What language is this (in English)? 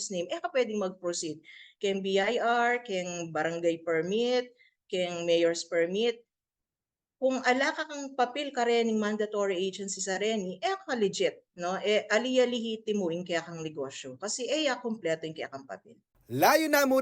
Pampanga